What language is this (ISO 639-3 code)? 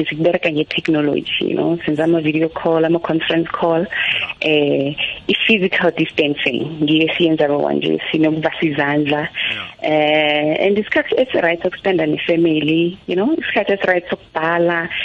nbl